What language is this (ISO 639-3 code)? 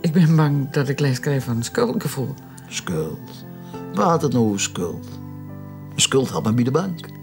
fry